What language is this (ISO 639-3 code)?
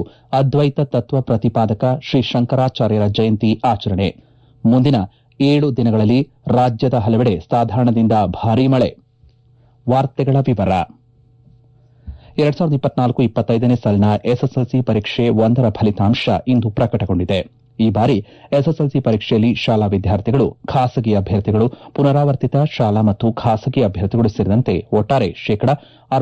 kan